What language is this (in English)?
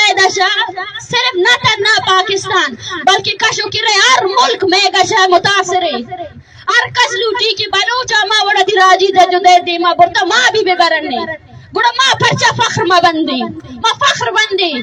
Baluchi